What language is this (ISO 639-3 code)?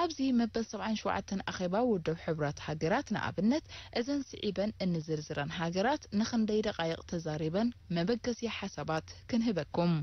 tir